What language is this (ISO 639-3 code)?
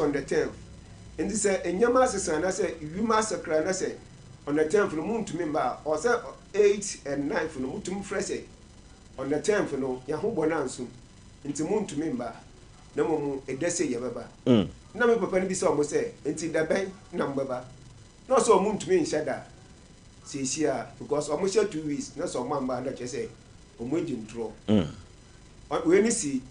aka